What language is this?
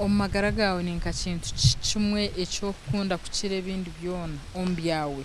Nyankole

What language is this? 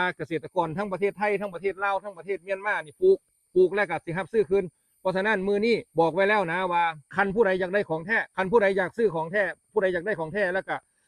Lao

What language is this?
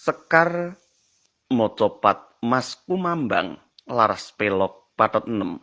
Javanese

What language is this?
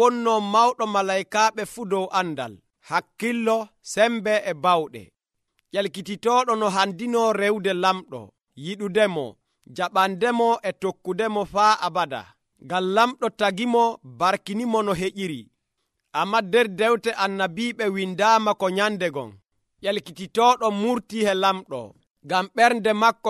Nigerian Fulfulde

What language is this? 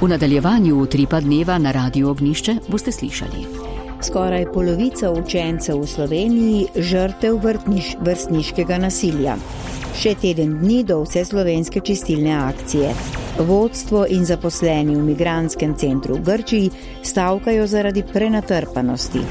Slovenian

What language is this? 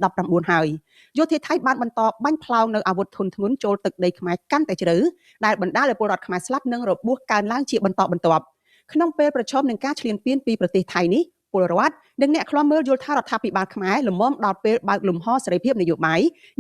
Khmer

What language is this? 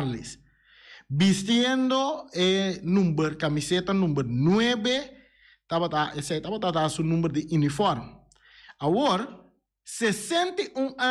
Papiamento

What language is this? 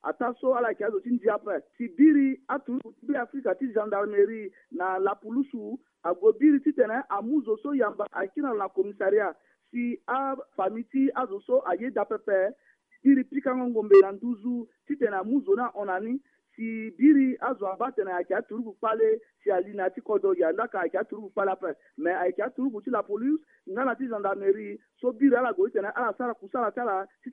Sango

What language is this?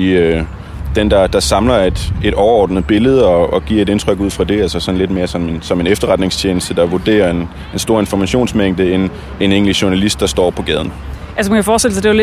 Danish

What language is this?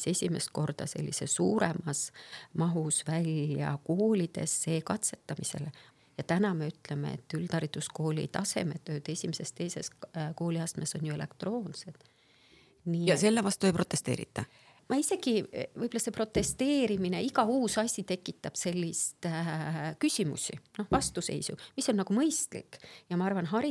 Estonian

